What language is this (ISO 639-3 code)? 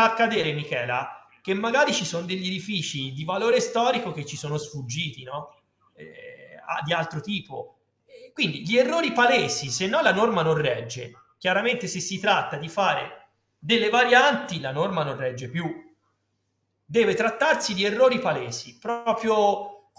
ita